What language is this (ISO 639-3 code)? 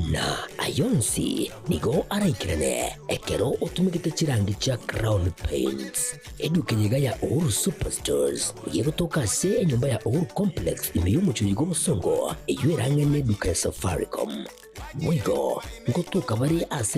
guz